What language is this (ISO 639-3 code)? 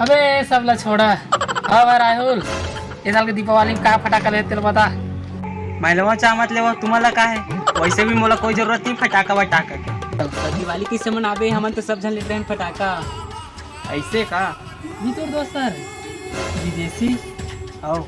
hne